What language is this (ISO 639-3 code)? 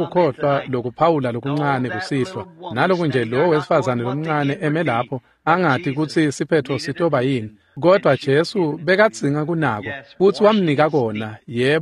ssw